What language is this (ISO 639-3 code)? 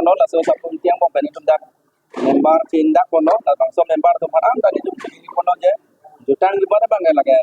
mjw